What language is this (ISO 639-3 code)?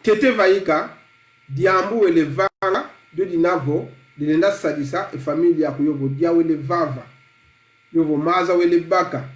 kon